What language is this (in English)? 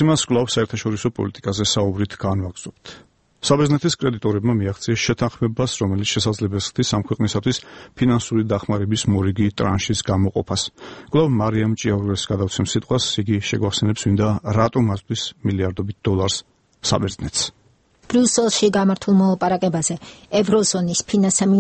Georgian